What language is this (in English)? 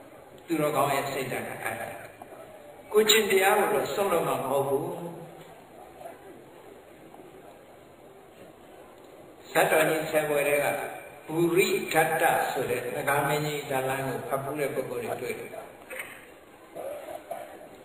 Burmese